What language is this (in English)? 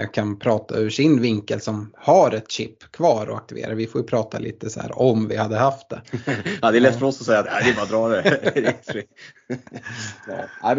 Swedish